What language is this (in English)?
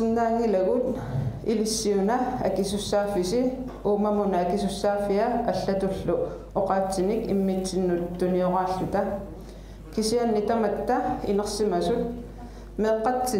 Kalaallisut